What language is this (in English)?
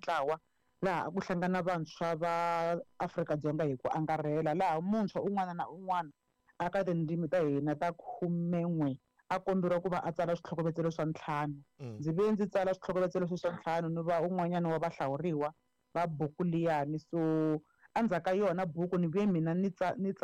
Tsonga